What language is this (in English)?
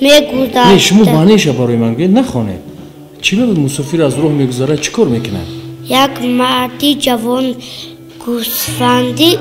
Tajik